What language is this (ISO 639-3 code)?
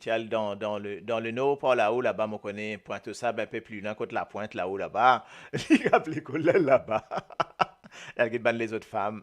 mfe